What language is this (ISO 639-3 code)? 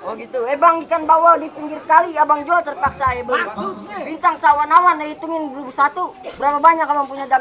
bew